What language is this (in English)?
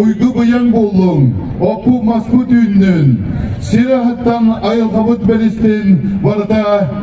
Yakut